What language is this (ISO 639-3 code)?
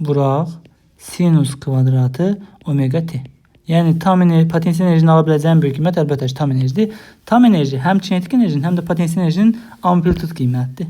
aze